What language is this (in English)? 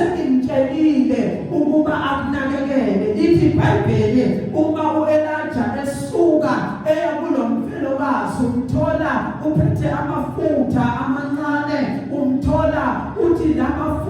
Zulu